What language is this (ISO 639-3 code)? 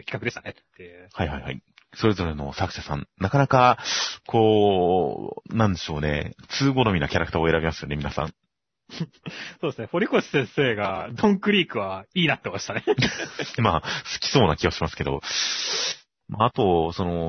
jpn